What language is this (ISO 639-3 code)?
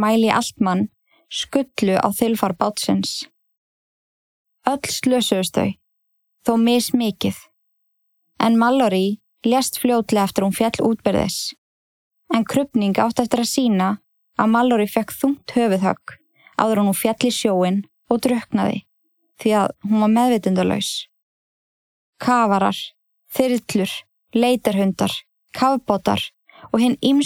isl